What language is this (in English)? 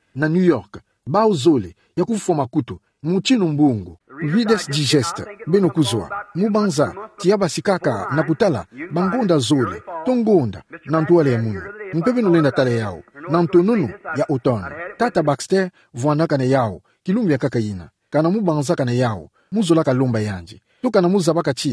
Kituba (Democratic Republic of Congo)